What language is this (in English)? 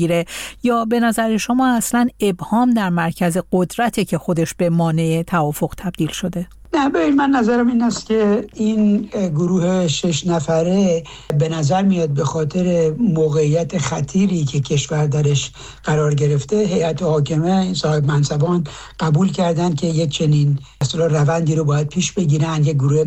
Persian